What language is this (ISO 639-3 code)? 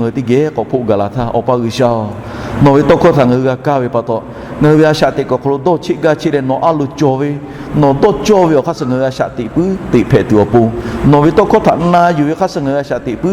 lhu